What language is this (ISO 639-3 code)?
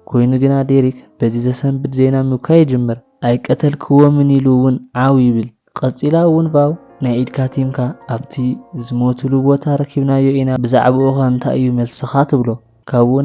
tir